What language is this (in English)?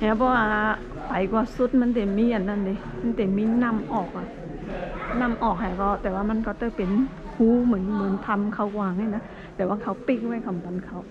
Shan